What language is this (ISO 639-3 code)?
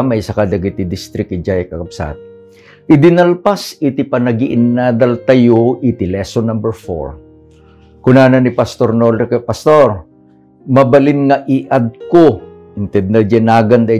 ilo